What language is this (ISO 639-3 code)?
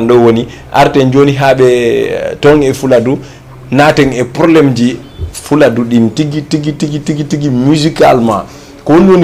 ful